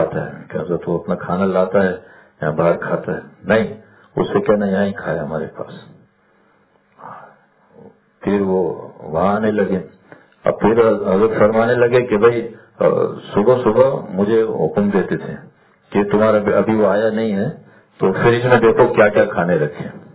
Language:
Urdu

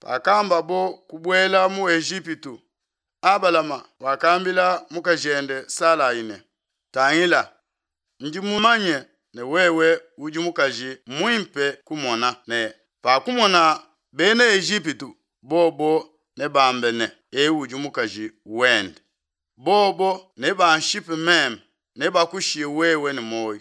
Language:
Luba-Lulua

